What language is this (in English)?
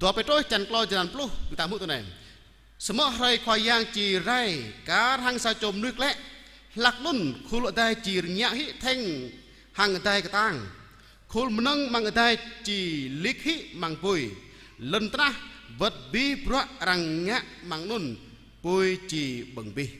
Jarai